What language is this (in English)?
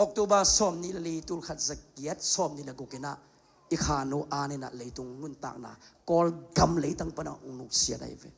Tedim Chin